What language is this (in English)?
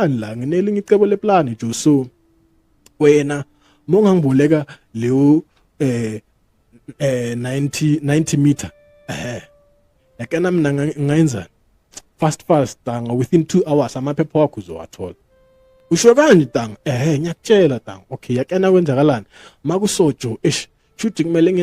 Zulu